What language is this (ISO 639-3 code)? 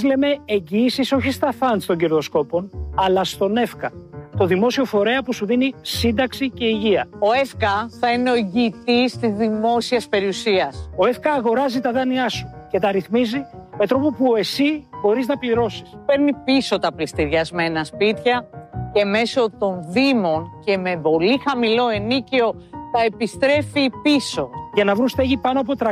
ell